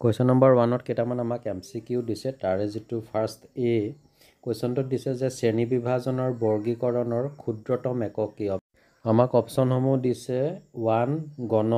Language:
Assamese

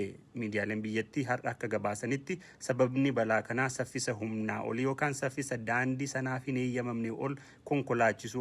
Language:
Oromo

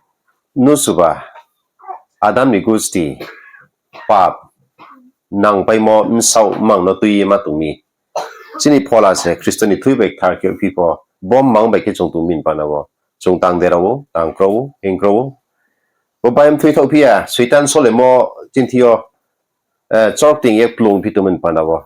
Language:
Riang (India)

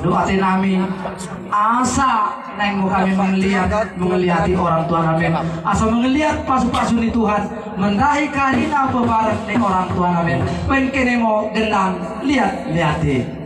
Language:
Batak Toba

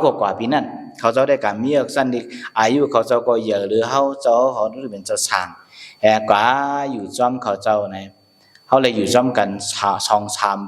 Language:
Shan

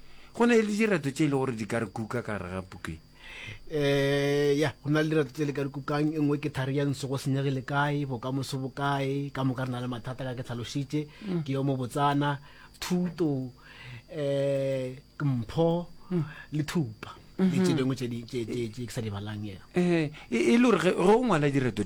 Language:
Northern Sotho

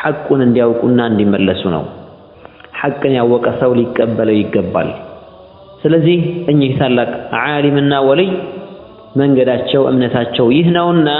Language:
Amharic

